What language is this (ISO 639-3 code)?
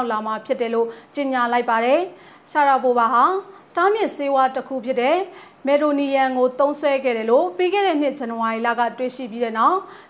mya